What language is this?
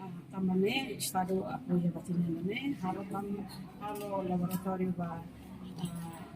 Tetum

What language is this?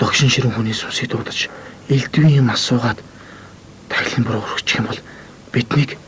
Mongolian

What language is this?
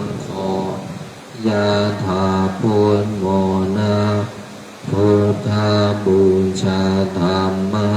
Pali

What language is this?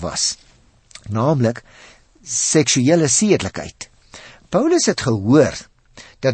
Afrikaans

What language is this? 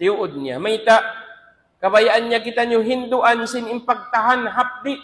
Tausug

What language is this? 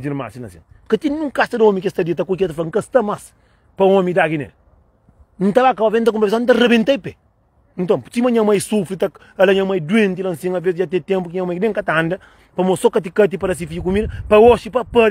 Kabuverdianu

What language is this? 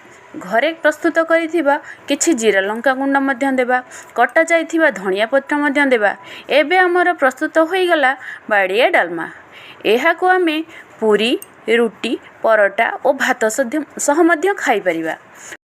Odia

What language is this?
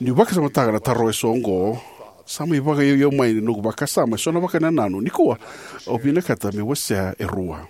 Fijian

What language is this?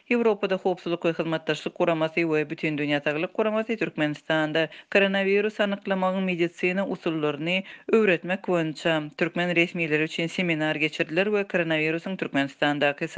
Turkmen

